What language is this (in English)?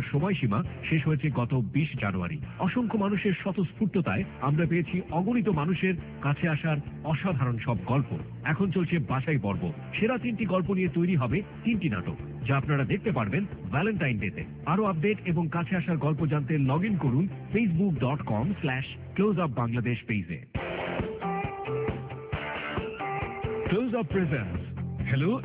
Bangla